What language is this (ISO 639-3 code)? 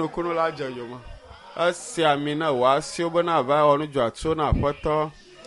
ewe